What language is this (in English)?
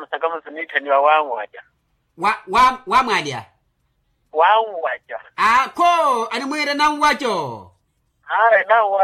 Makhuwa